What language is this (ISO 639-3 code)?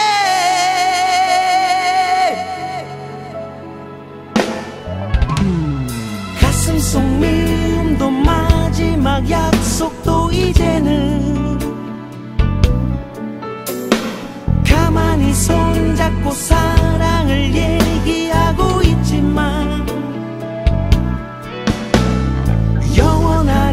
kor